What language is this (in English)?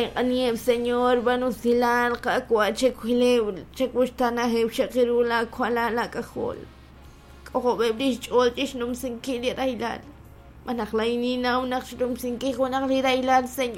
Kekchí